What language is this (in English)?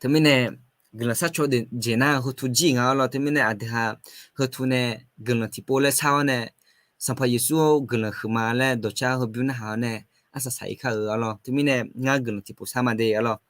Akha